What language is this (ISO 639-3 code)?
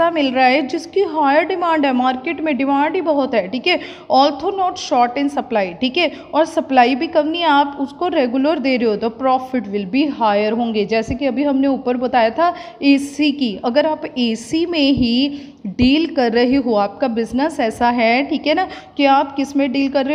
hin